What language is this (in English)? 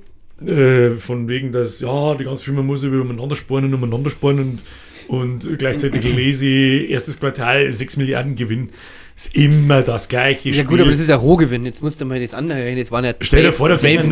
Bavarian